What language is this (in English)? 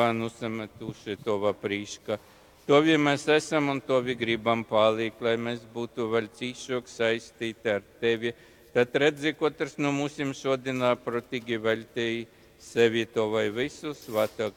Latgalian